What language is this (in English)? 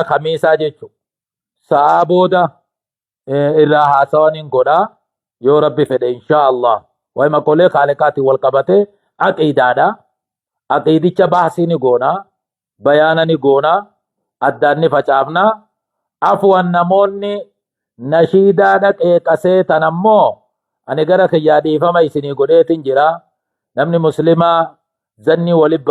Oromo